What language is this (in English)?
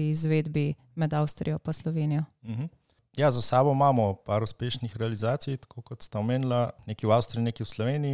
Slovenian